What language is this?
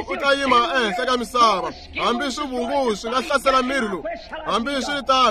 Tsonga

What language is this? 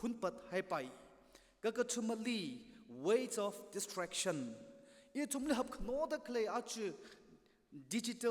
Tangkhul Naga (India)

